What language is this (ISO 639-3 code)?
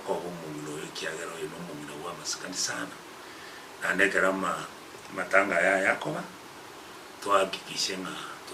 guz